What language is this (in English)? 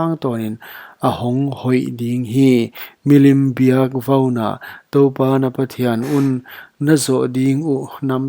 Paite Chin